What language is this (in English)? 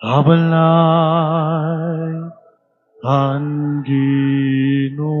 Waray